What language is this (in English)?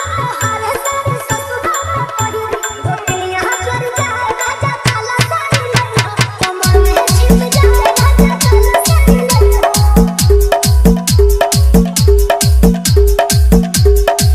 Bhojpuri